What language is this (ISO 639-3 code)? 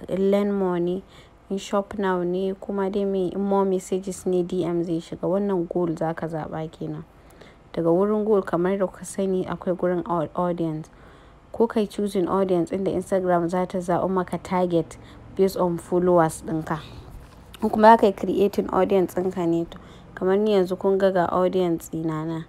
hau